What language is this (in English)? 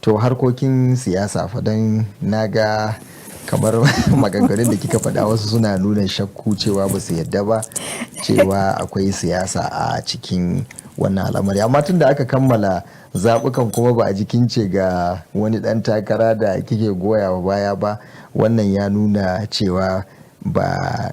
Hausa